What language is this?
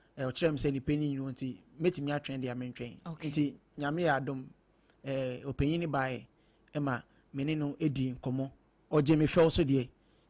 Akan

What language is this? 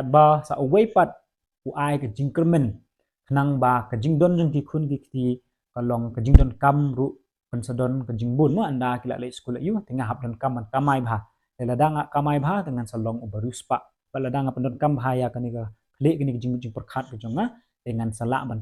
Khasi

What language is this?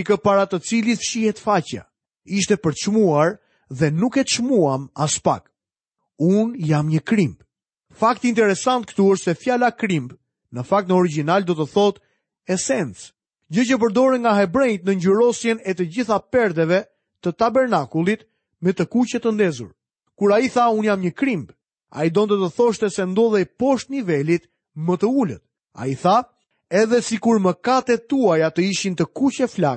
Albanian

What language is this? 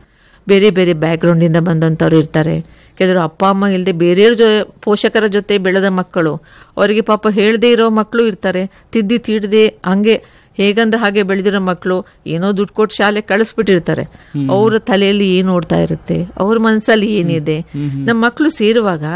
Kannada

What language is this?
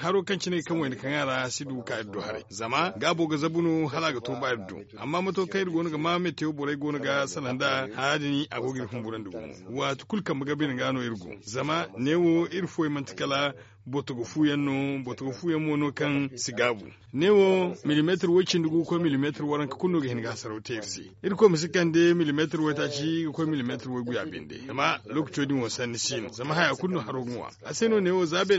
Zarma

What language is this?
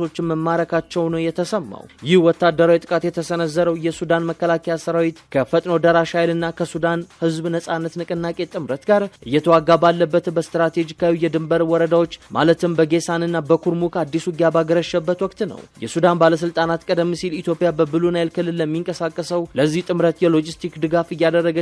Amharic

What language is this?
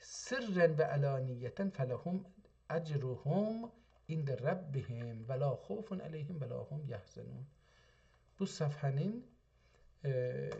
South Azerbaijani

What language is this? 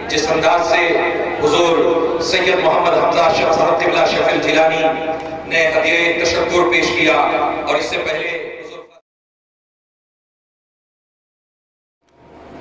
Urdu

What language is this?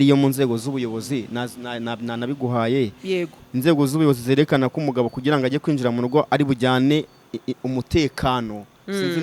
Kinyarwanda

